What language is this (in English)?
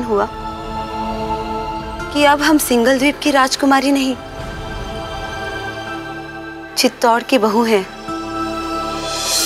Hindi